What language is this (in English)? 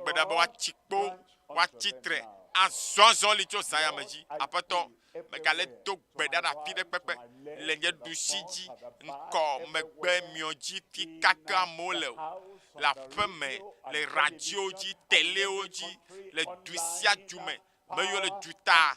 Ewe